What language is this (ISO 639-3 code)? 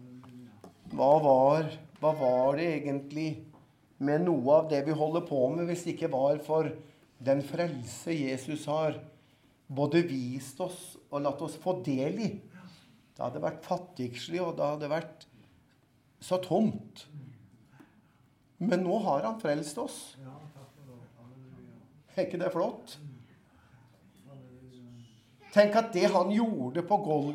nor